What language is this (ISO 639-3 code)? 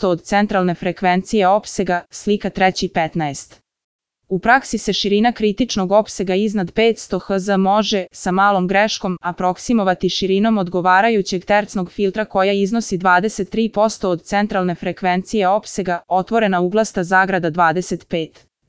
srp